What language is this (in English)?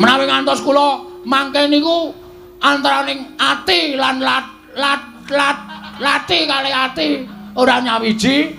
Javanese